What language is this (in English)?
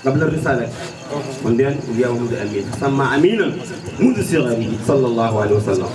Fula